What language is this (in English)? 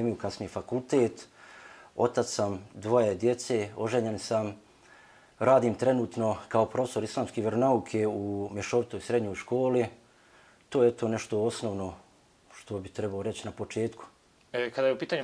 Bosnian